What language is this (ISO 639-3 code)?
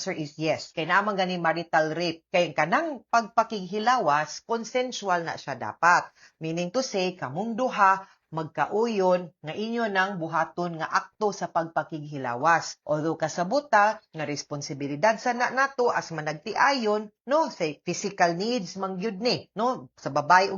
ceb